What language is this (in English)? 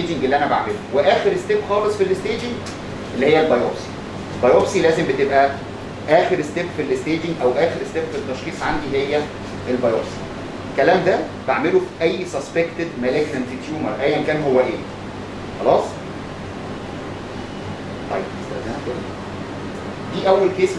Egyptian Arabic